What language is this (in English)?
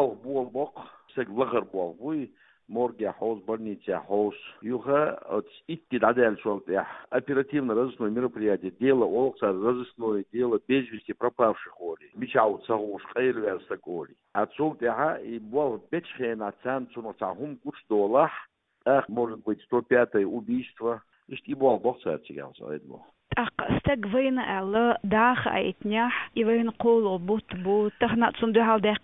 Chechen